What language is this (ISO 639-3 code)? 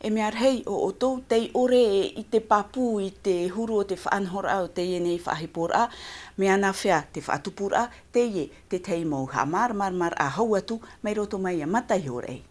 tah